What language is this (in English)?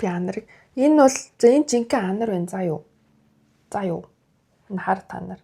Mongolian